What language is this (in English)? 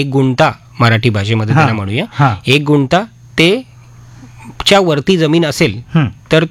Marathi